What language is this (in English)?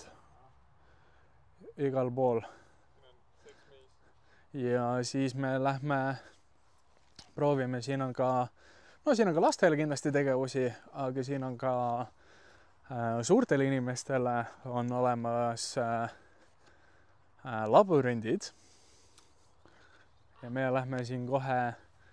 Estonian